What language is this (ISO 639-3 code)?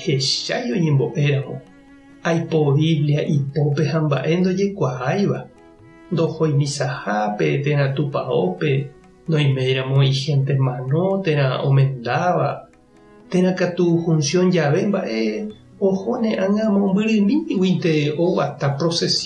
grn